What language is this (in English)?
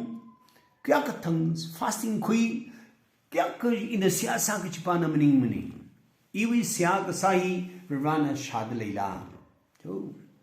Tangkhul Naga (India)